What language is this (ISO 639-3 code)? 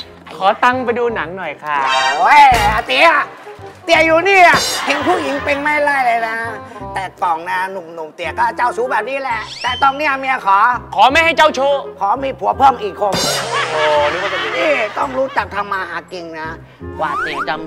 tha